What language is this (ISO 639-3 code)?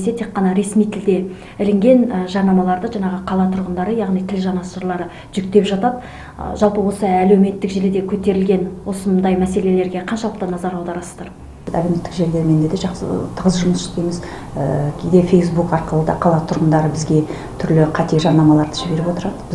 kaz